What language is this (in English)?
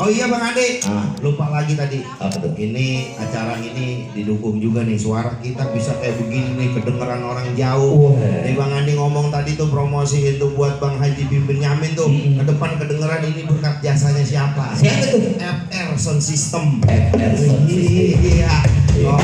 Betawi